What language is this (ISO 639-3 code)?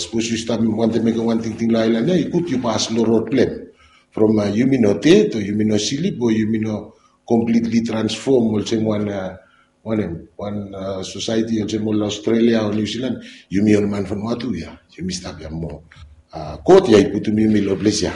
bis